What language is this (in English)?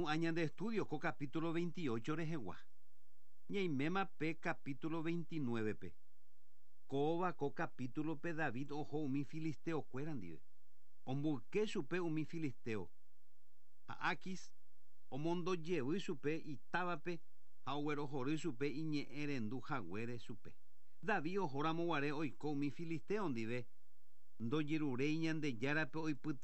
Guarani